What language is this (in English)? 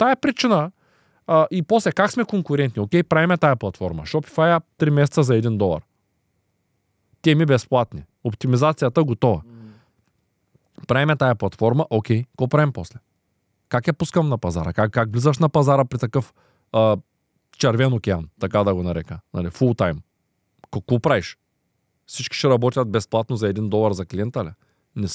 Bulgarian